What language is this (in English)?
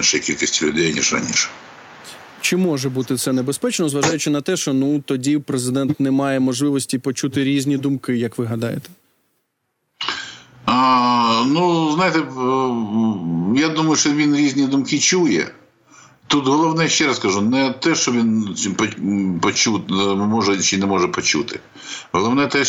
Ukrainian